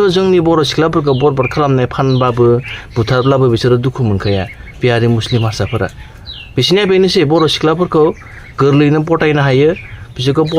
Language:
Bodo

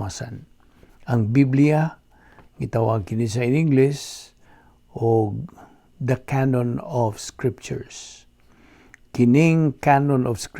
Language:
Cebuano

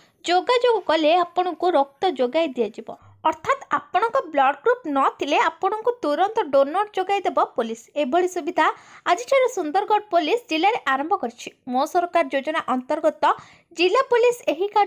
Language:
Odia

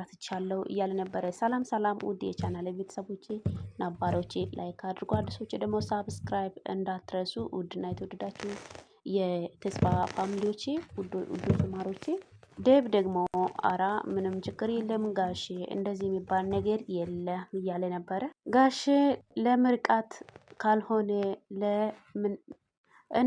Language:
Amharic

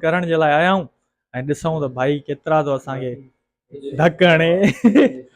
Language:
Sindhi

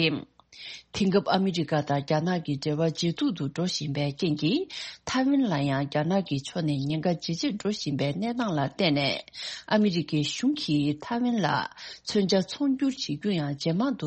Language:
Tibetan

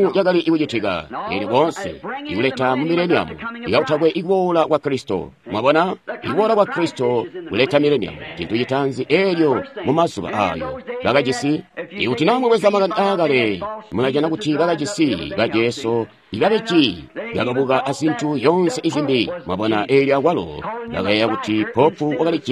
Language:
Tonga (Zambia)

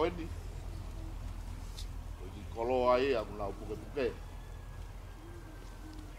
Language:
Tongan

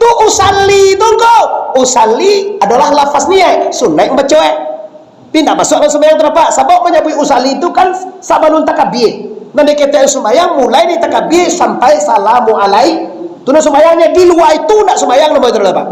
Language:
Minangkabau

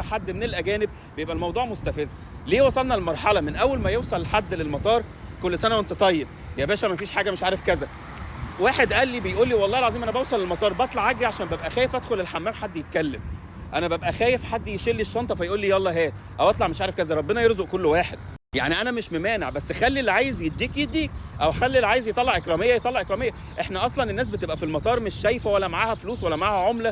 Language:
Egyptian Arabic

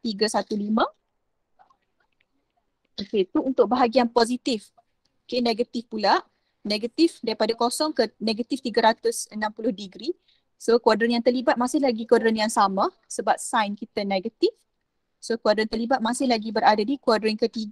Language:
Malay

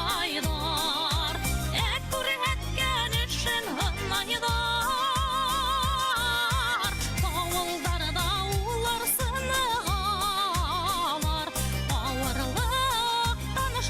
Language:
Bashkir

